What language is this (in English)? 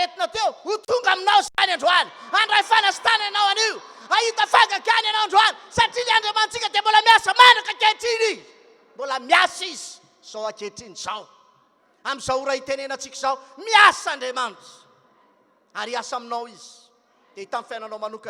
Malagasy